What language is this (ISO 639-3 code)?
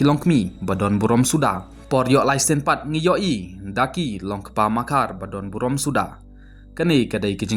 kha